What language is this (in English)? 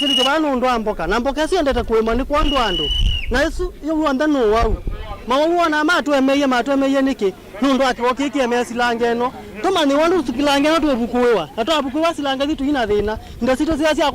Kamba